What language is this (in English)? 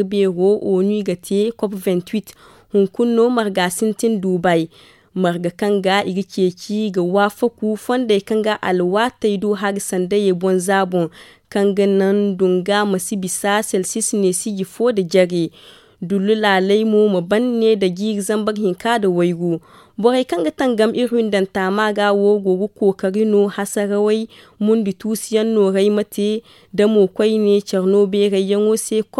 Zarma